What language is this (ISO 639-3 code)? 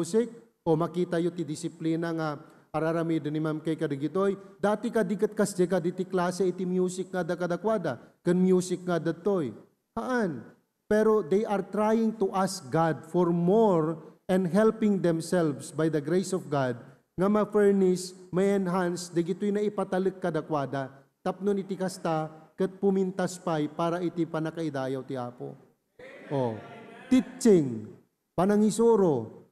ilo